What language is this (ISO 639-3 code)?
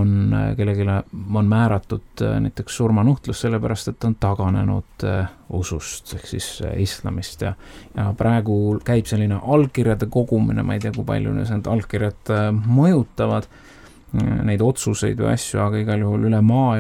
est